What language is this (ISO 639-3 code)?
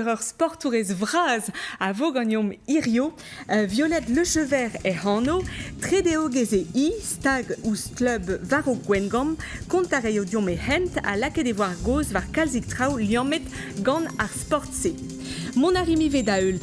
bre